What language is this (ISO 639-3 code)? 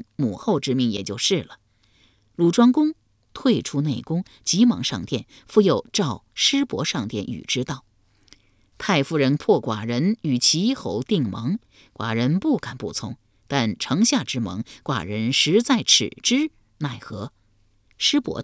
zho